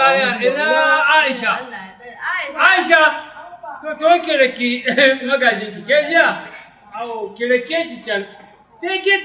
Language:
Hausa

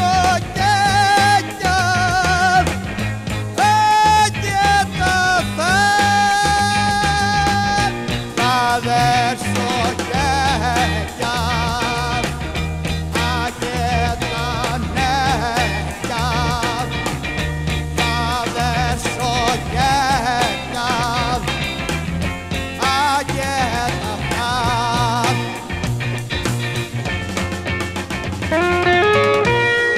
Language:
Icelandic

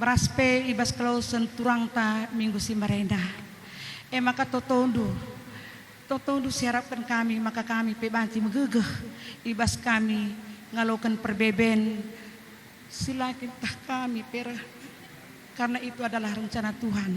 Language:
Batak Karo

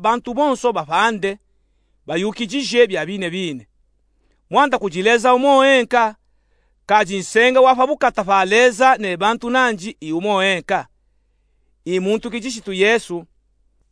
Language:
Luba-Katanga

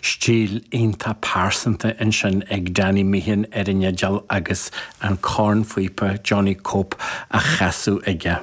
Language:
Irish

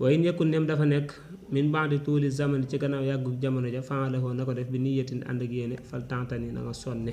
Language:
Wolof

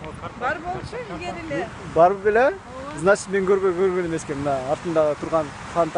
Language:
Kyrgyz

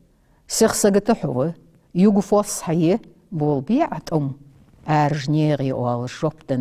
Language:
Ingush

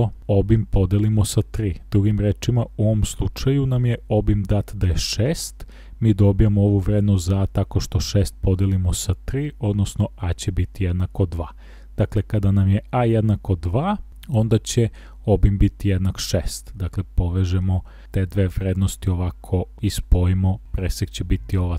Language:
Serbian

